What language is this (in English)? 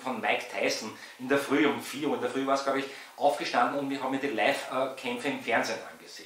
German